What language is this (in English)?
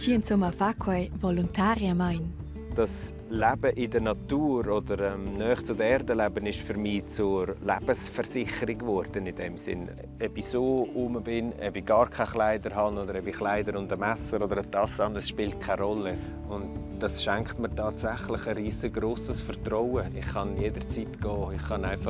Romansh